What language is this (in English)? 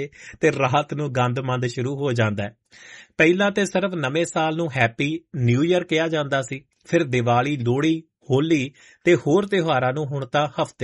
Punjabi